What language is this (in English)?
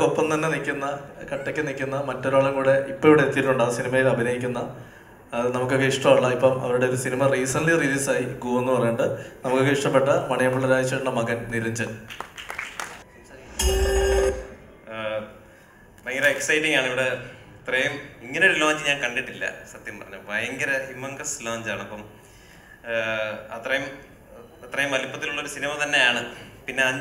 Malayalam